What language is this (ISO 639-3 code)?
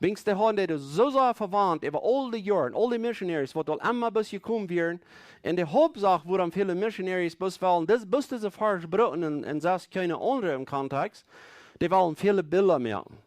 pdt